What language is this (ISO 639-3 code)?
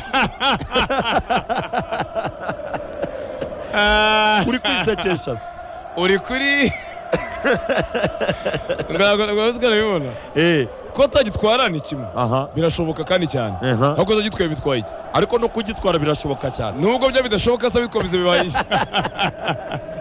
kin